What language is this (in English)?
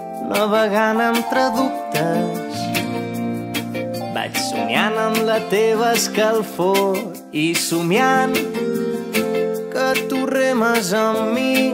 Catalan